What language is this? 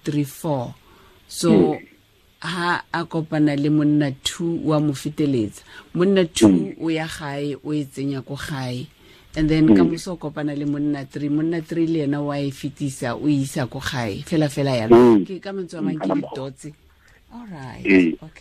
Tswana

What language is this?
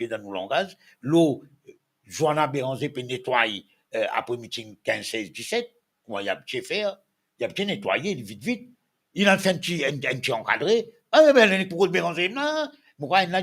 Morisyen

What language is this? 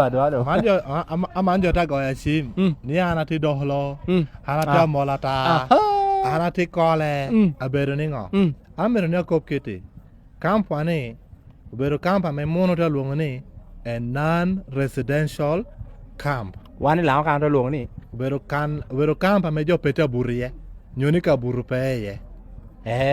Lango (Uganda)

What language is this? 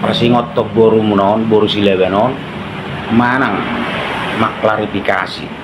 Batak Toba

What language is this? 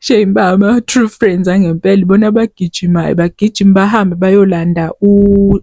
Zulu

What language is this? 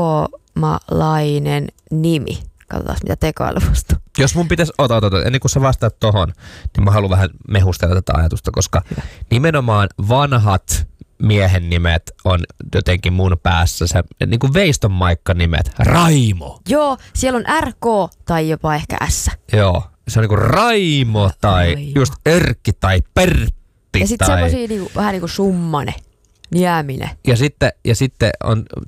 Finnish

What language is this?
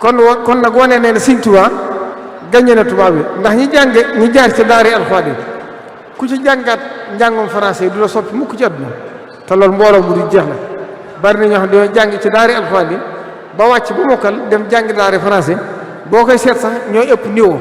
Wolof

